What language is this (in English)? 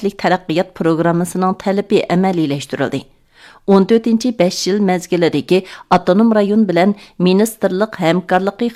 Uyghur